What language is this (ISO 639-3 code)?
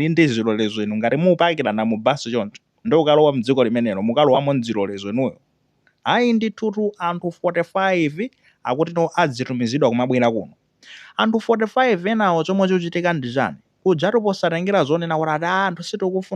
nya